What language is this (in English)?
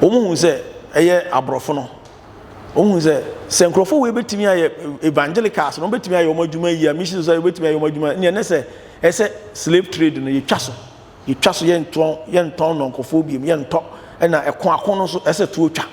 Akan